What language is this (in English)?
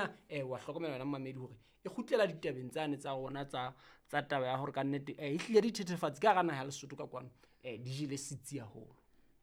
Southern Sotho